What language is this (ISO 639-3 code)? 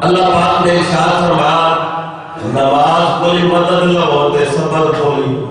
skr